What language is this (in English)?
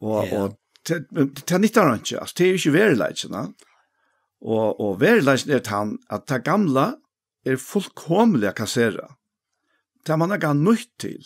Faroese